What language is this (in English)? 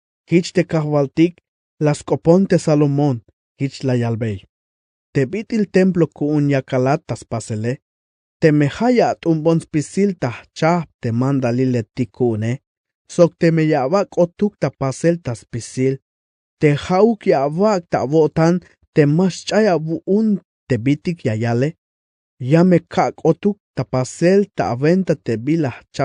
Tzeltal